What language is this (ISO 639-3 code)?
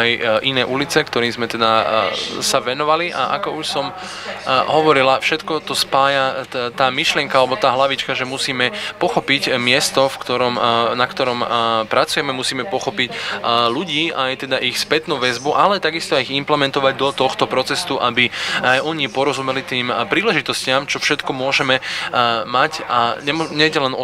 slk